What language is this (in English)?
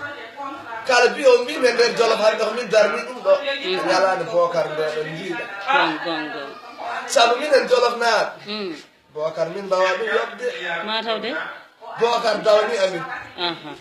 Fula